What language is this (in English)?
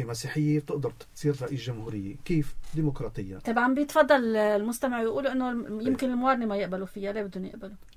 North Levantine Arabic